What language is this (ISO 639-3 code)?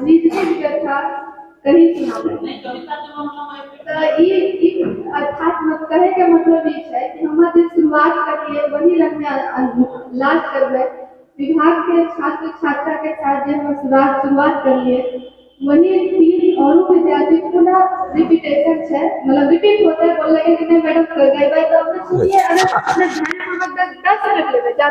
anp